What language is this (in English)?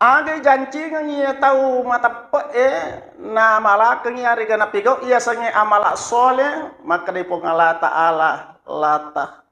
Buginese